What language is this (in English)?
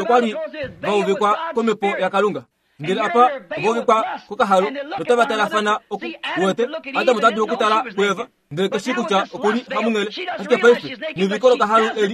Kuanyama